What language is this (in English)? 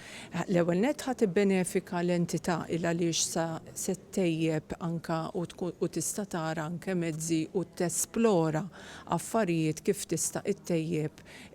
Maltese